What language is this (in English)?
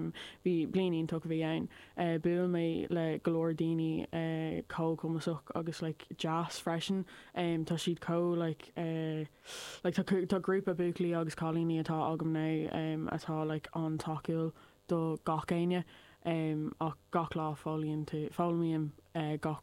Irish